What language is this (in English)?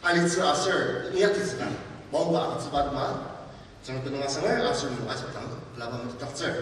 Ao Naga